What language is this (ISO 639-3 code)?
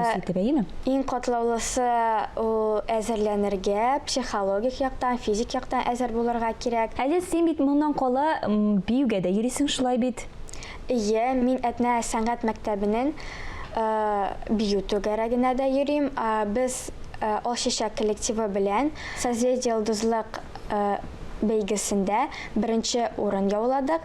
tat